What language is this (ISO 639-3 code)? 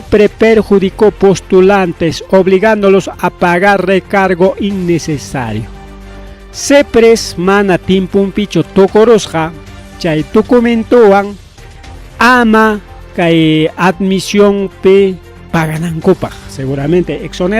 quy